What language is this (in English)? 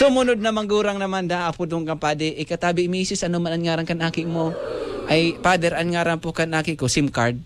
Bikol